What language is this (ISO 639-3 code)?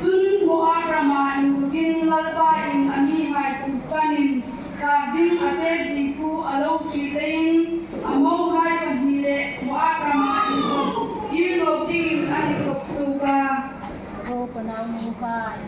hmr